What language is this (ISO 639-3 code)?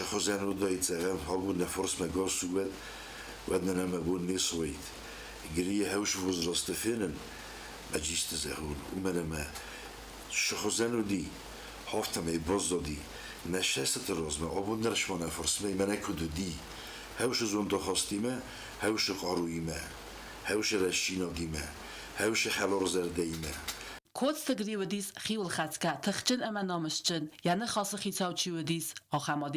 oss